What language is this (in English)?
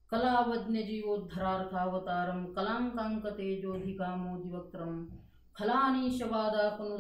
Marathi